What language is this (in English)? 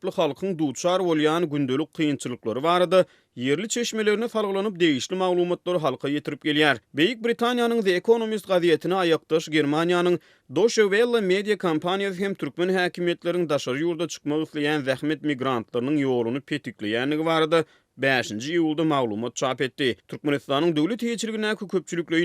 Turkmen